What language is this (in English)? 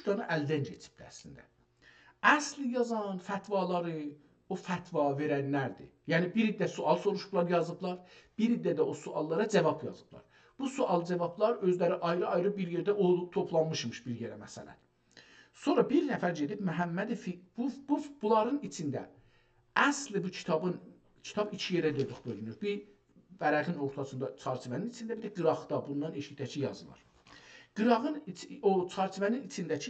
South Azerbaijani